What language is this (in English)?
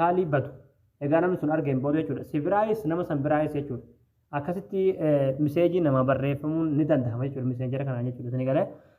Oromo